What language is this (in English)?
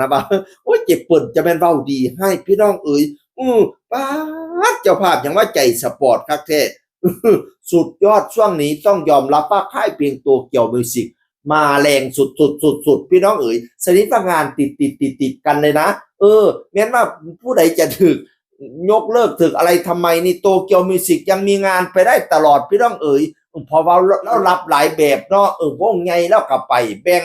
Northeastern Thai